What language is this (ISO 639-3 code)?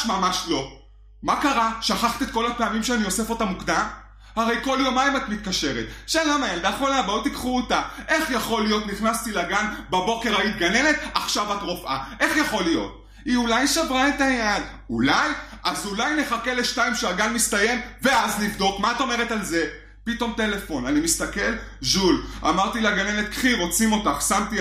heb